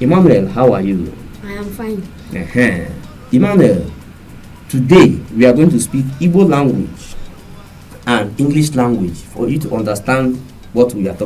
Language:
Igbo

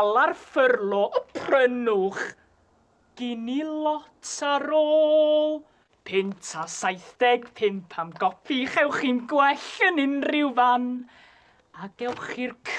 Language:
Welsh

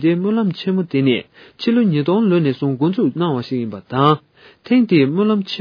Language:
Tibetan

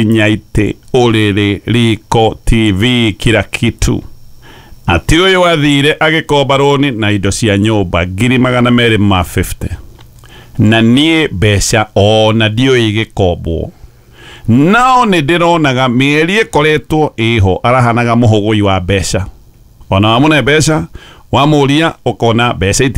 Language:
Kikuyu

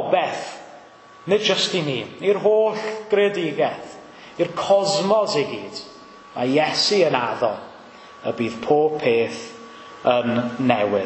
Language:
Welsh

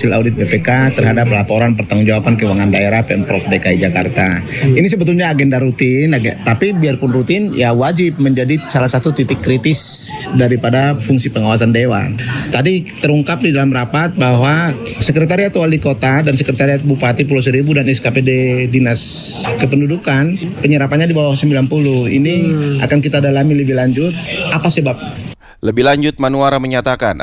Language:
Indonesian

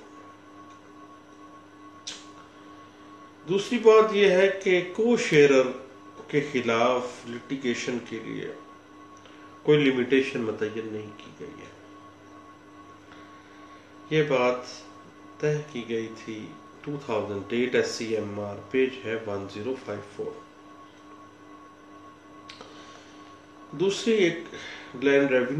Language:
Urdu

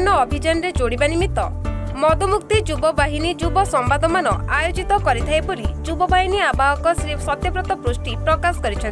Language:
Odia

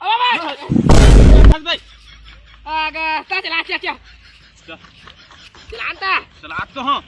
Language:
Chhattisgarhi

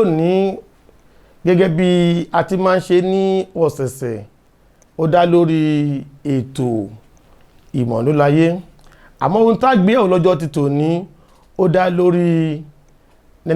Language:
Yoruba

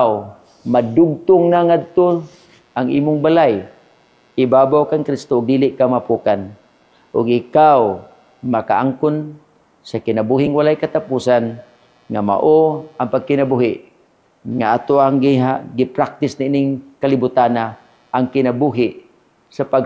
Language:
Cebuano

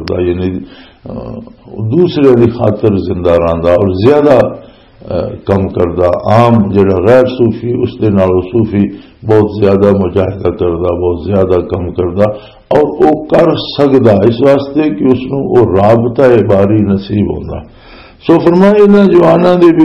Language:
Western Panjabi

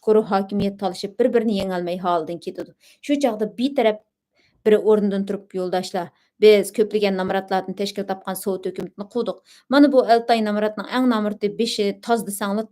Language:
Uyghur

